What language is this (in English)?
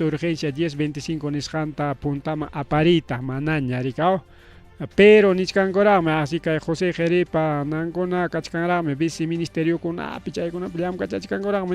Ayacucho Quechua